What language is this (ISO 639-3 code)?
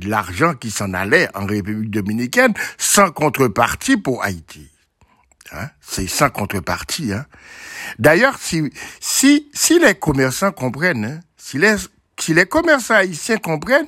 fra